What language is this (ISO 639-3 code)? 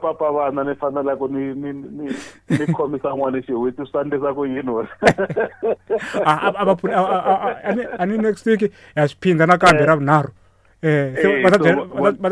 tso